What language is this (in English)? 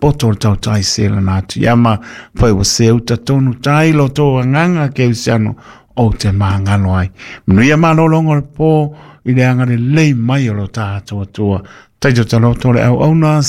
Samoan